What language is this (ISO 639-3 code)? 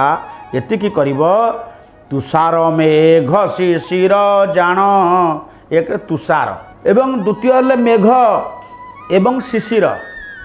ori